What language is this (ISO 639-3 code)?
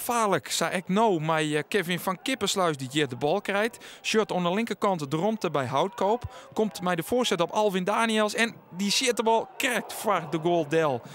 fry